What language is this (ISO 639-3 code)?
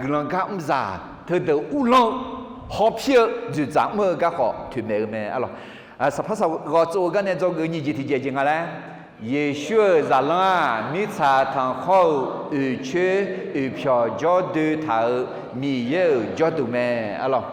ahk